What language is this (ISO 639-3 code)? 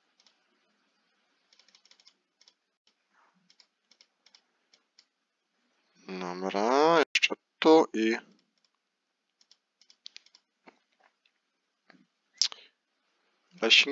pol